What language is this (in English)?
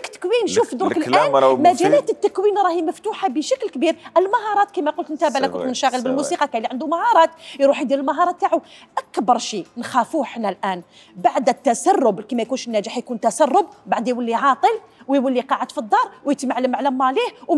Algerian Arabic